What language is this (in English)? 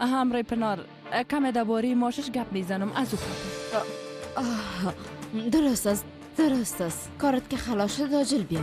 Persian